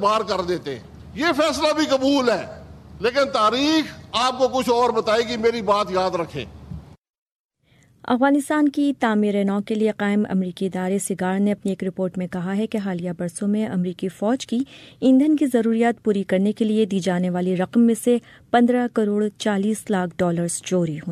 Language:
Urdu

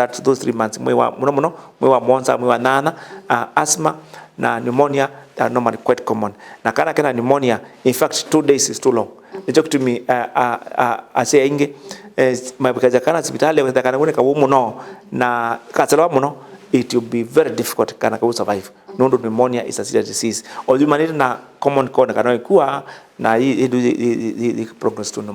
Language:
Kamba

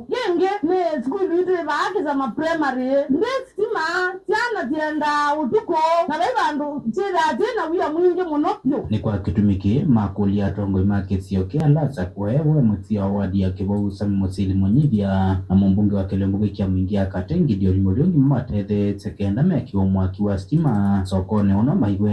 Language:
Kamba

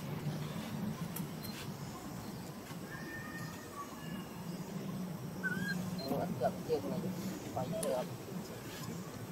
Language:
Vietnamese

